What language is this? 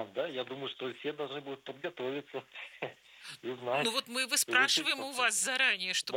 Russian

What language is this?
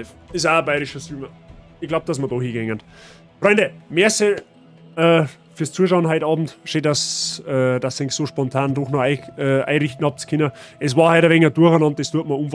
Bavarian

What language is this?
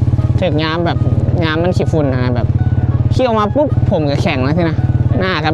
Northeastern Thai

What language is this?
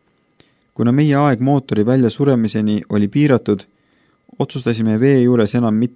Estonian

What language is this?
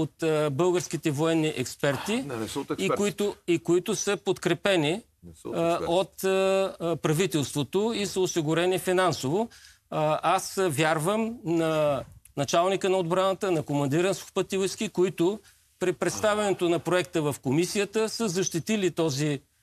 Bulgarian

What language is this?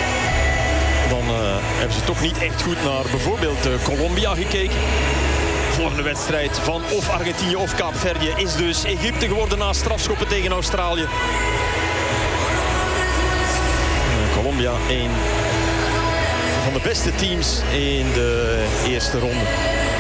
Dutch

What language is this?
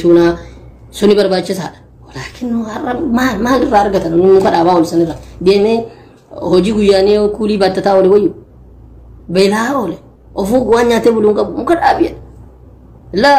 Oromo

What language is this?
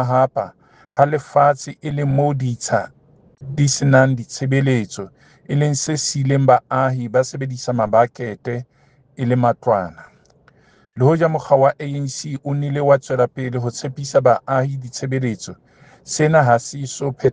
Southern Sotho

